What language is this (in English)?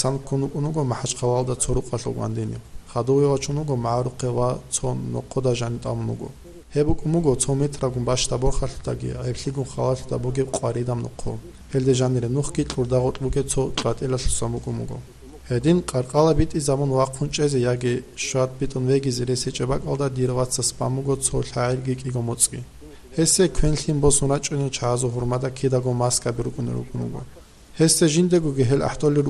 Avaric